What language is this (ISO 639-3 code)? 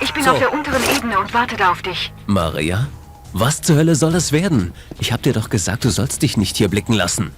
bar